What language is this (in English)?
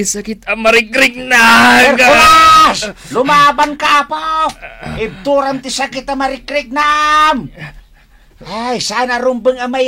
Iloko